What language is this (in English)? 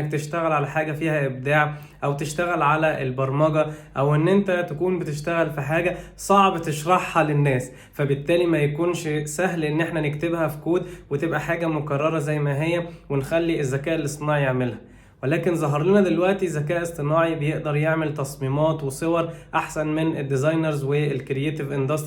Egyptian Arabic